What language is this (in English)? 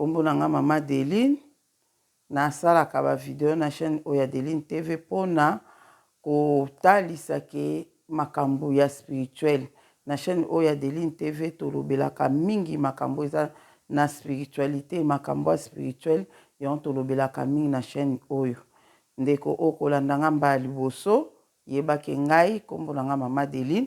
Lingala